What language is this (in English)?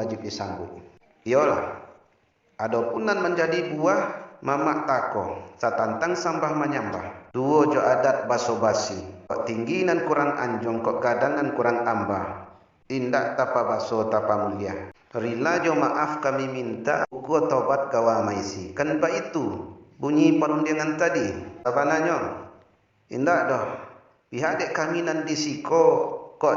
Minangkabau